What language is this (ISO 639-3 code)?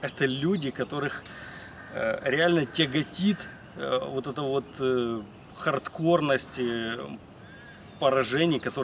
rus